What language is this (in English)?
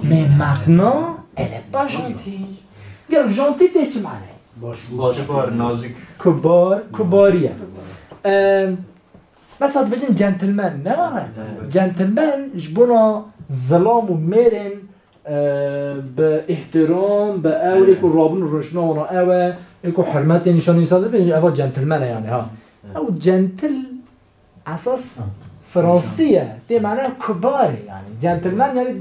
Kurdish